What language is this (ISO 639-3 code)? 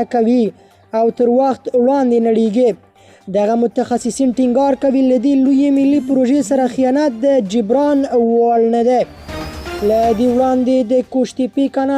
pus